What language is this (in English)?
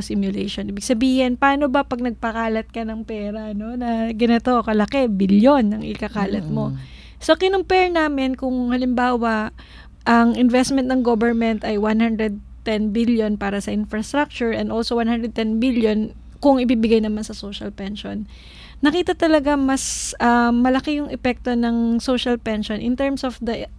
Filipino